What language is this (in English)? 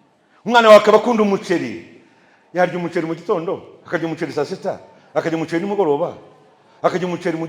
Kinyarwanda